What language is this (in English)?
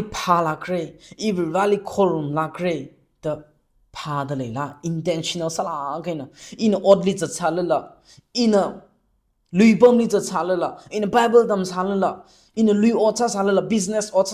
Tangkhul Naga (India)